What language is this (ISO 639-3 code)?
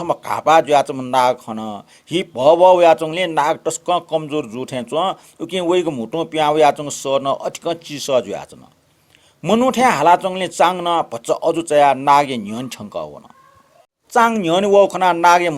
new